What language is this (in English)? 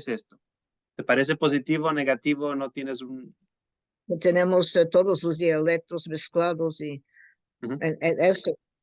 Ladino